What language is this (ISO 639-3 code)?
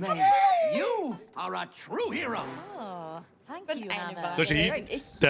bar